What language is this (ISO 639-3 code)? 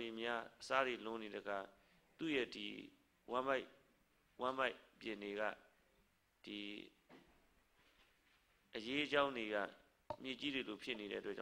mya